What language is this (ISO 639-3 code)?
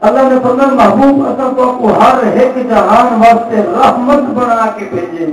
skr